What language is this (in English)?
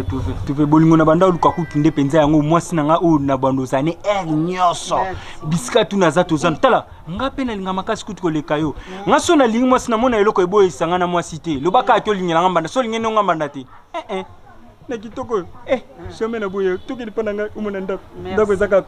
Lingala